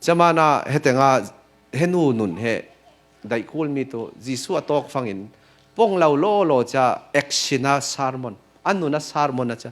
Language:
Falam Chin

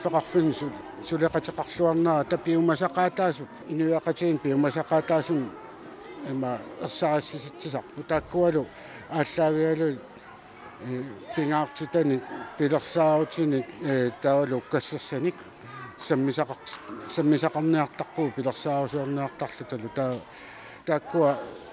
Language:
Kalaallisut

